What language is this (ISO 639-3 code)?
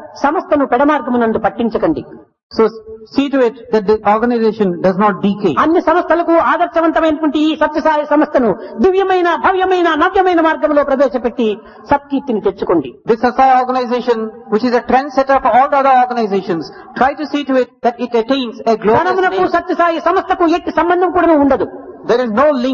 tel